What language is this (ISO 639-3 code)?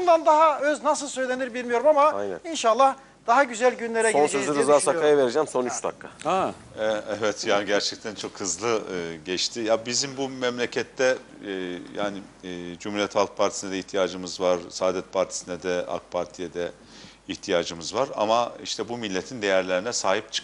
tur